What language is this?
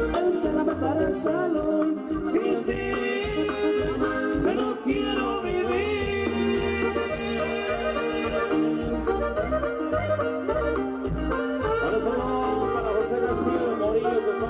Spanish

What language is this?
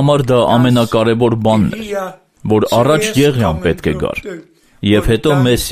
Armenian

